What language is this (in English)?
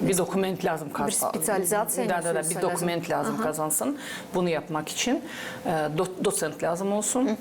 Gagauz